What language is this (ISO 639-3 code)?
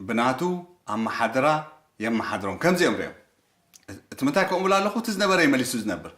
tir